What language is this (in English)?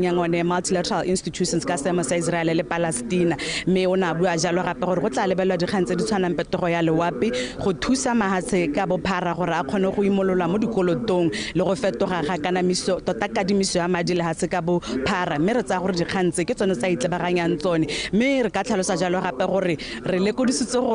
Tswana